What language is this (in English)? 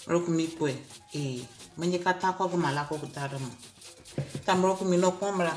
Ewe